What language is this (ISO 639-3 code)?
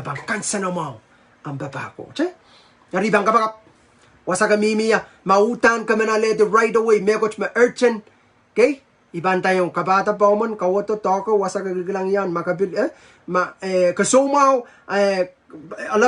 pon